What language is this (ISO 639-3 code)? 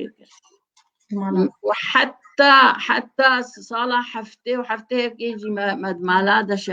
kur